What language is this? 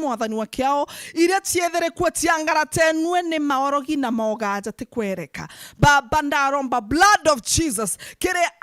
Meru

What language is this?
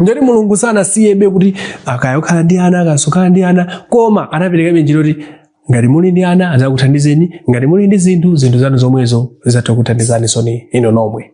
Nyanja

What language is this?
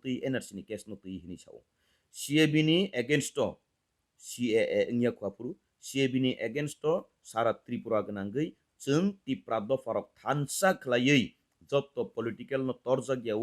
Kok Borok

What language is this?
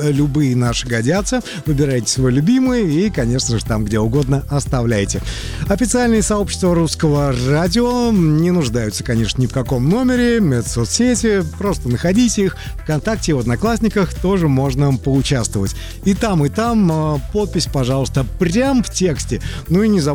Russian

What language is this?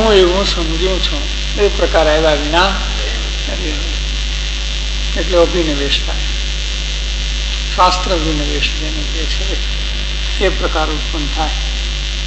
Gujarati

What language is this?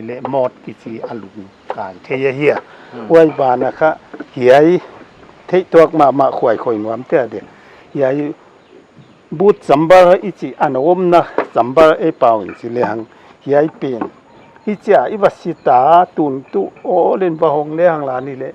Paite Chin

